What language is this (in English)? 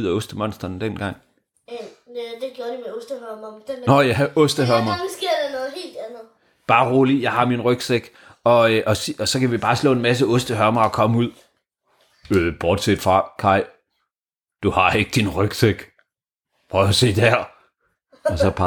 Danish